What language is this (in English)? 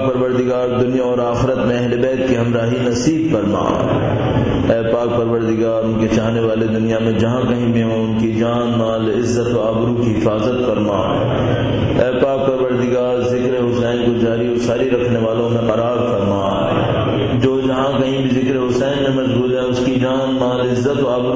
Urdu